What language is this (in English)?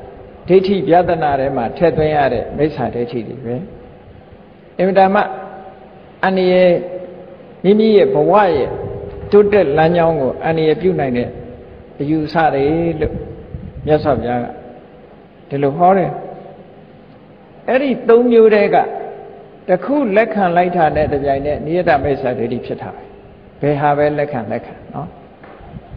Burmese